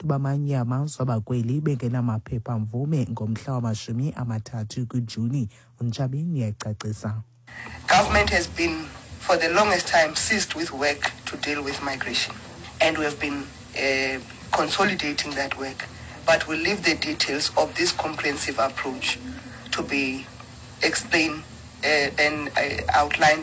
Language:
Xhosa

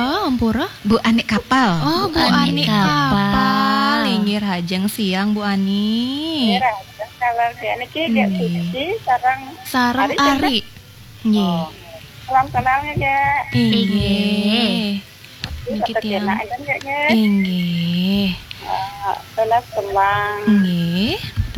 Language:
Balinese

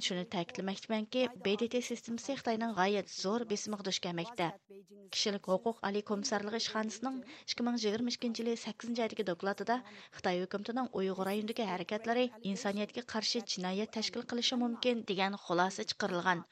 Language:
Uyghur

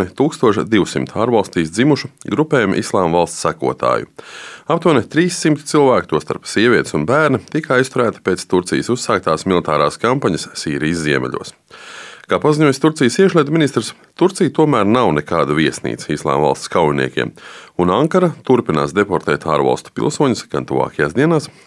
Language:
Latvian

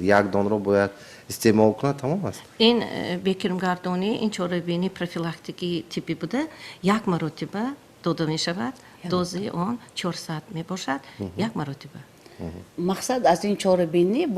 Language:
Tajik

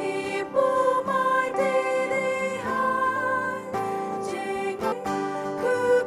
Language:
Poumei Naga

